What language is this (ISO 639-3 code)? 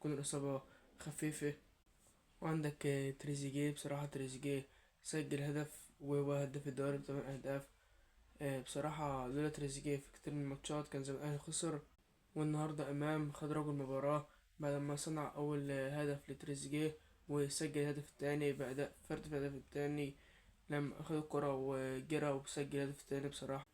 arz